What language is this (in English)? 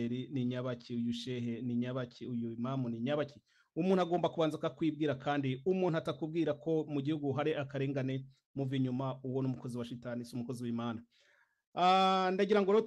Kinyarwanda